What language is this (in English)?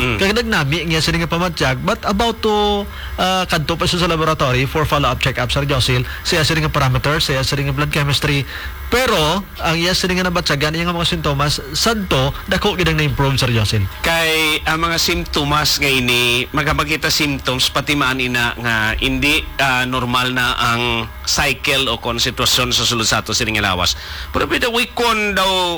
Hiligaynon